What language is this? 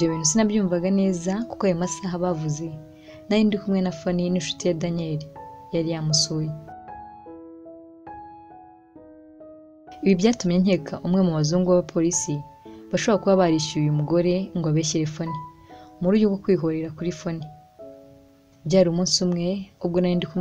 Kinyarwanda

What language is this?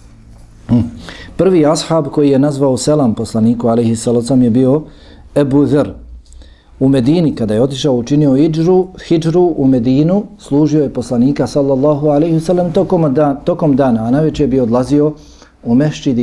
Bosnian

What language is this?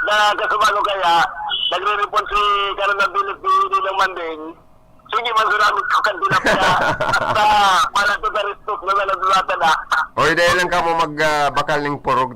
Bikol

